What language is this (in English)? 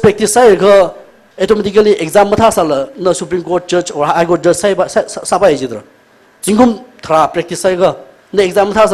Tangkhul Naga (India)